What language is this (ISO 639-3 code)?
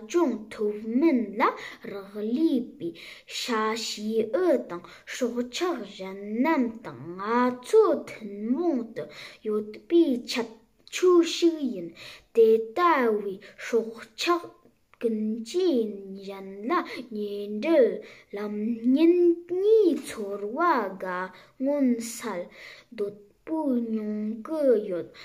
bod